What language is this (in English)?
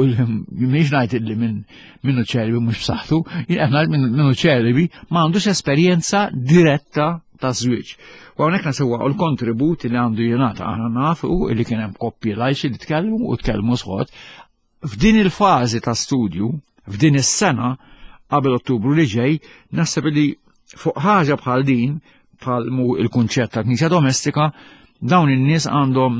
Maltese